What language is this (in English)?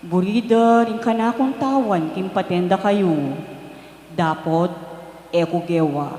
Pampanga